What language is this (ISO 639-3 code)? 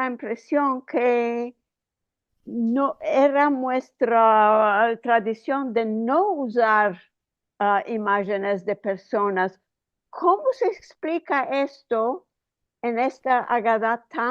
lad